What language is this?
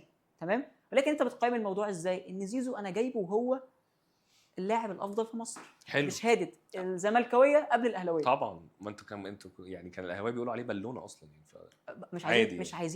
Egyptian Arabic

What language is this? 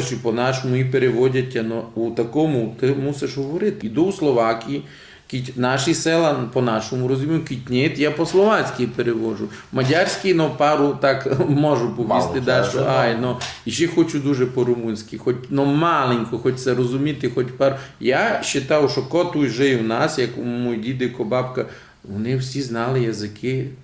Rusyn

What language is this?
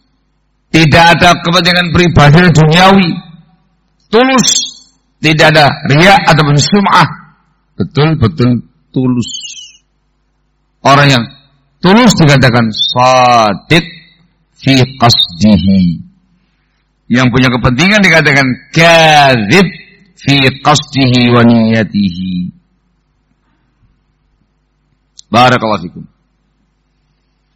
Indonesian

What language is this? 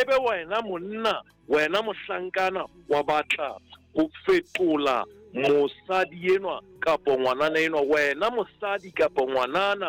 Southern Sotho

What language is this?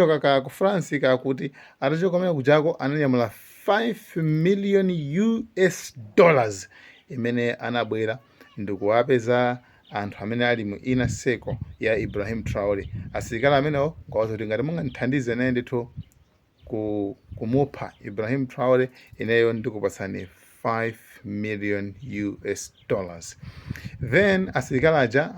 Nyanja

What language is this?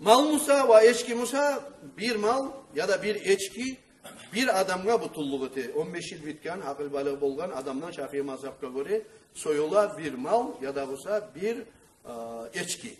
Kumyk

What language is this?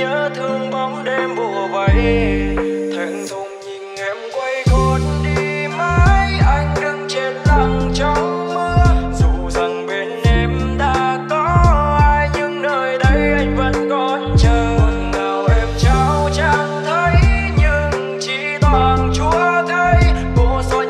Vietnamese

